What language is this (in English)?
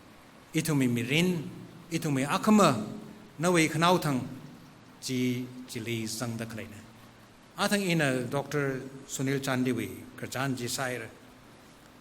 Tangkhul Naga (India)